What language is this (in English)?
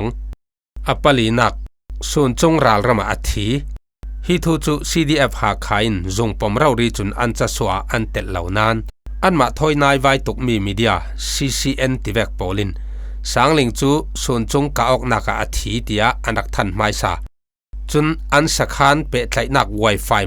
Falam Chin